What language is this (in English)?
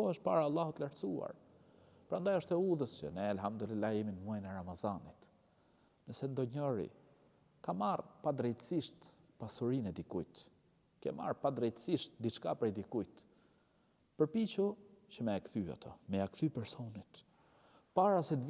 Albanian